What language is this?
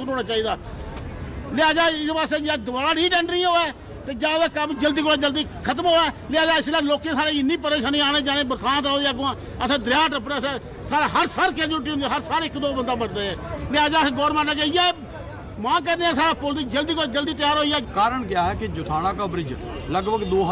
Dogri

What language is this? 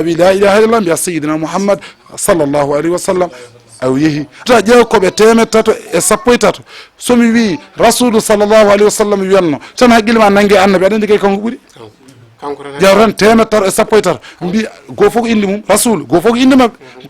Fula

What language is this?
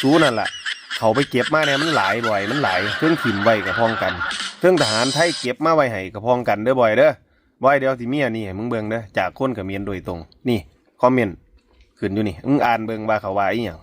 Northeastern Thai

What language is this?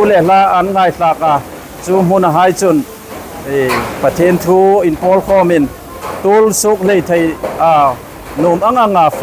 Hmar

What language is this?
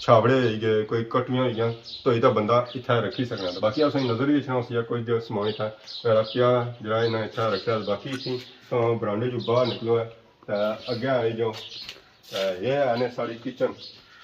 Pahari-Potwari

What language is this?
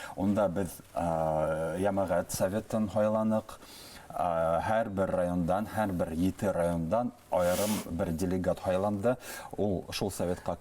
Bashkir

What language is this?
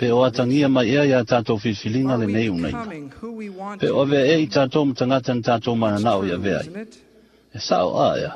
Samoan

